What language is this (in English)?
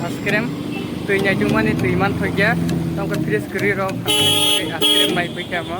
Kok Borok